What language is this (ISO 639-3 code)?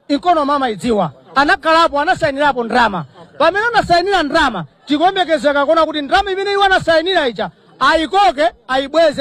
nya